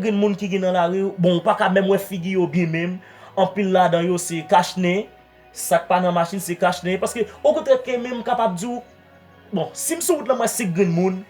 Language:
Haitian Creole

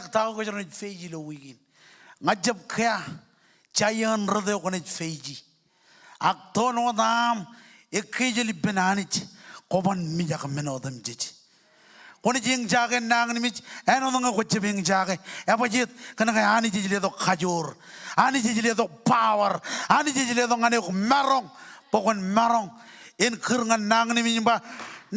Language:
Marshallese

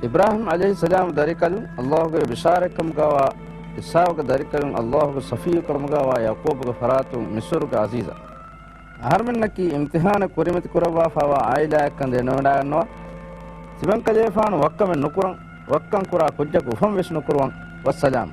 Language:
Divehi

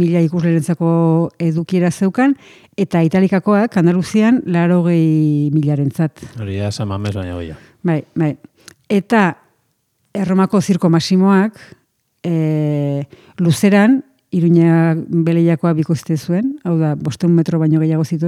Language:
Basque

